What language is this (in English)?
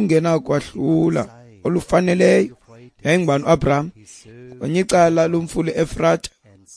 Xhosa